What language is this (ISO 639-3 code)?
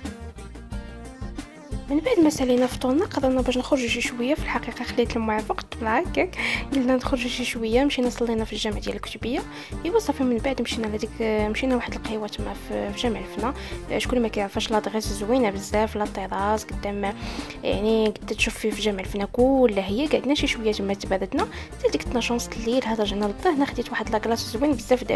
ary